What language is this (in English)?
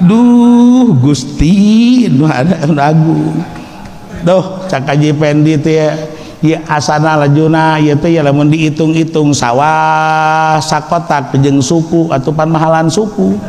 Sundanese